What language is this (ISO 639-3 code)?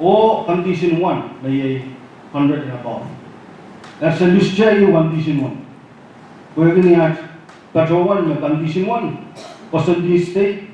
pon